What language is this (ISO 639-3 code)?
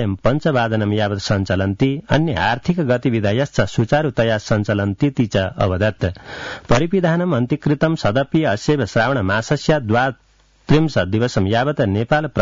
san